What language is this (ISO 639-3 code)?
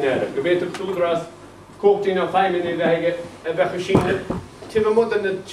gle